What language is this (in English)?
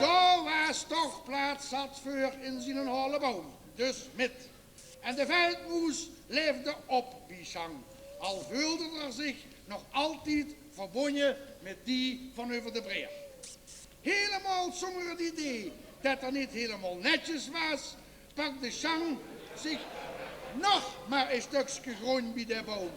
Limburgish